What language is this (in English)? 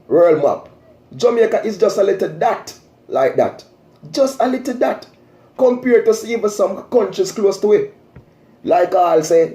Jamaican Creole English